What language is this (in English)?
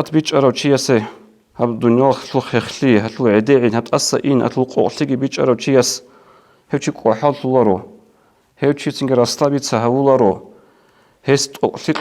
Avaric